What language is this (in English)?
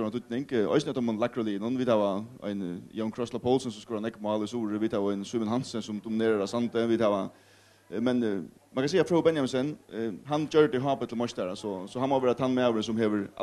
Faroese